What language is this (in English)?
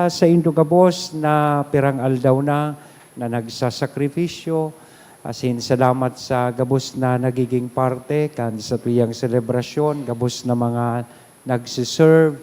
Bikol